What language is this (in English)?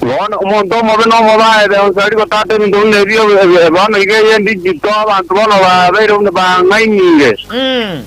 Gusii